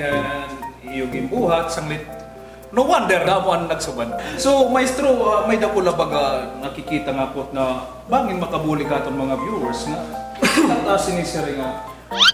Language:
Waray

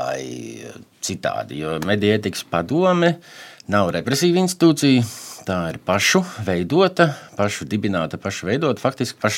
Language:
Latvian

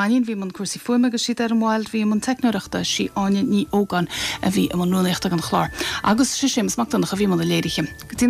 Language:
Irish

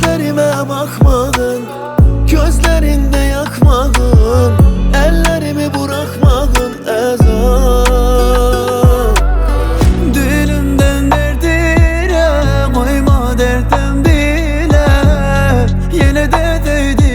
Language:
Turkish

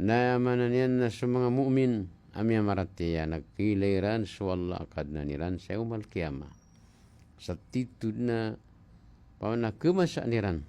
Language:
Maranao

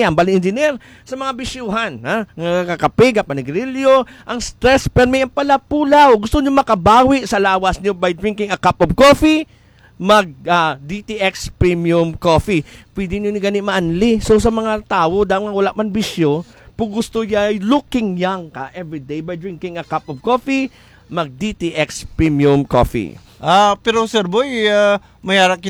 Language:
Hiligaynon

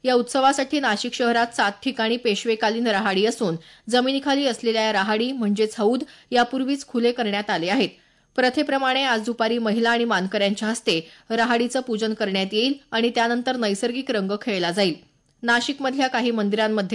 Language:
Marathi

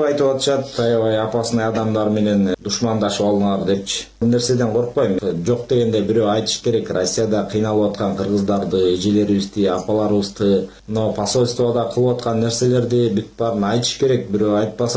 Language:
Kyrgyz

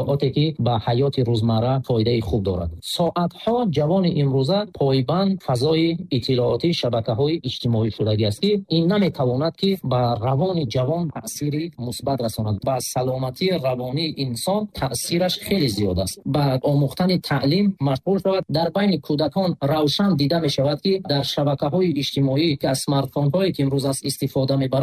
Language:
Tajik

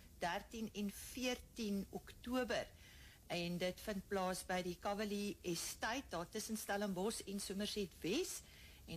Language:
Afrikaans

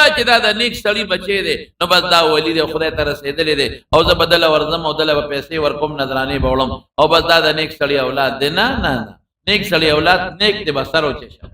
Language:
Pashto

